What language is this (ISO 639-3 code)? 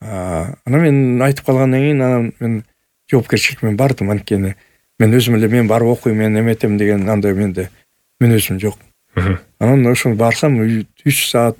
kir